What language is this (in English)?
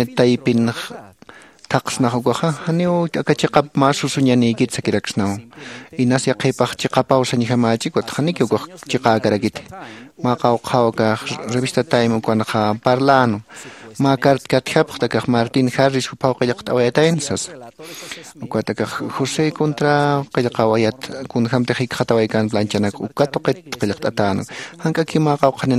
Aymara